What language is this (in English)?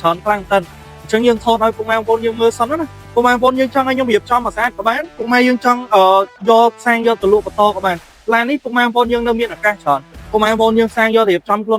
Khmer